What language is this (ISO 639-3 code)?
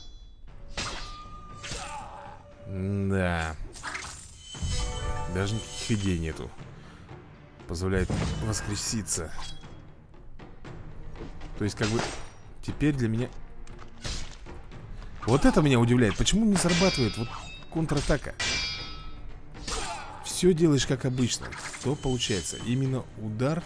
rus